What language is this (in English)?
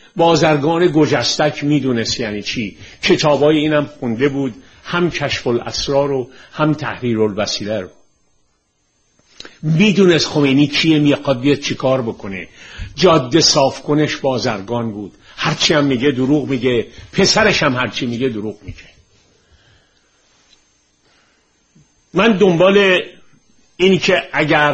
Persian